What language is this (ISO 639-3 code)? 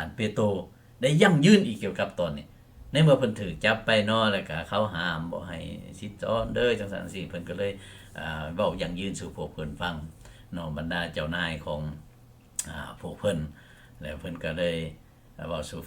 lao